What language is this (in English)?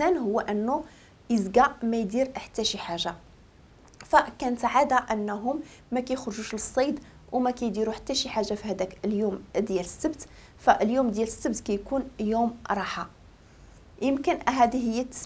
Moroccan Arabic